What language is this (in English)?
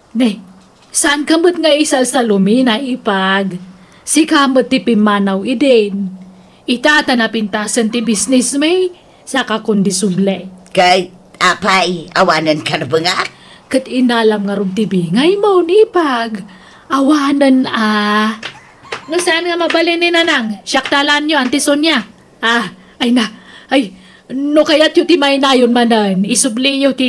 Iloko